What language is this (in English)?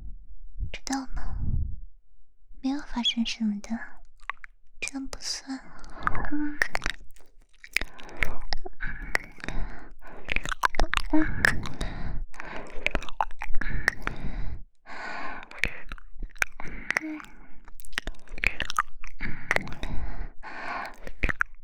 Chinese